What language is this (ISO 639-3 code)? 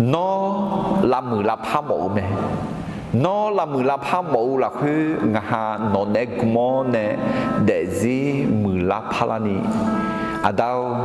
ahk